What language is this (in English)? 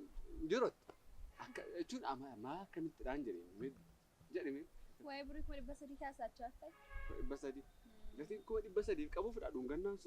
Oromo